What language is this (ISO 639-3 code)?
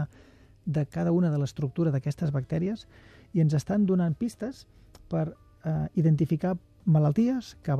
cat